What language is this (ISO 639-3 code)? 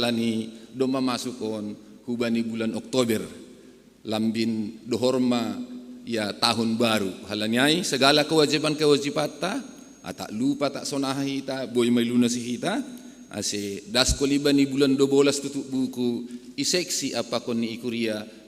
bts